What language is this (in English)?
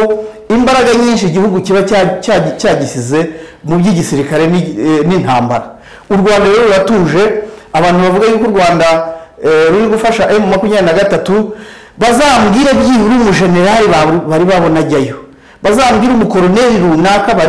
Kinyarwanda